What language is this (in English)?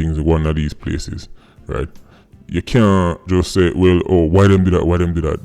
Jamaican Creole English